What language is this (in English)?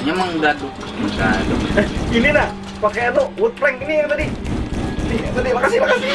Banjar